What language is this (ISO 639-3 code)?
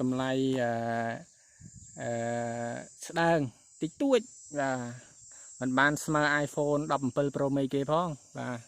khm